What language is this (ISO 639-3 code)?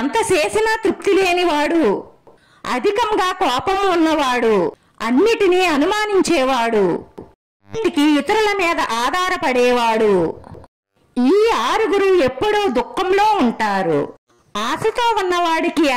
tel